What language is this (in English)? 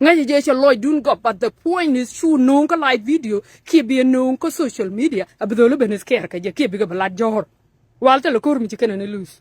Nuer